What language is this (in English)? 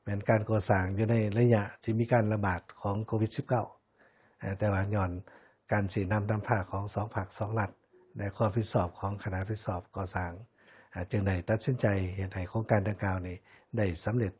Lao